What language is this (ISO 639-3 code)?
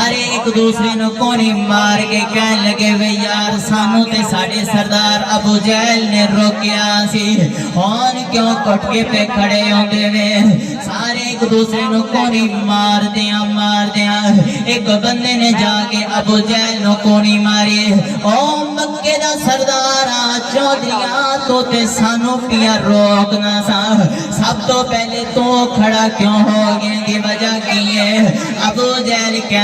skr